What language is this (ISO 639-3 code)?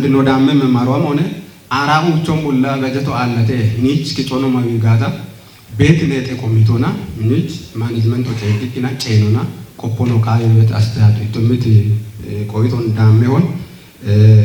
kbr